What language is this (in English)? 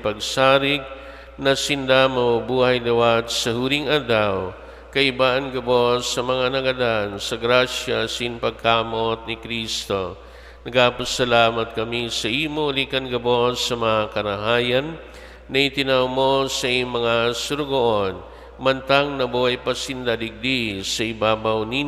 Bikol